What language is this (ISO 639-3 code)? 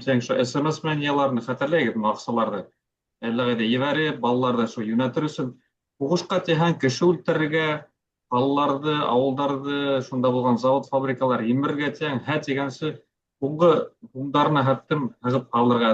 bak